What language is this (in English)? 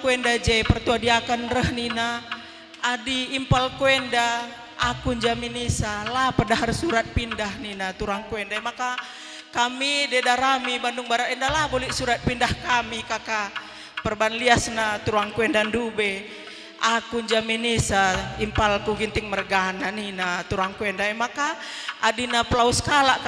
Batak Karo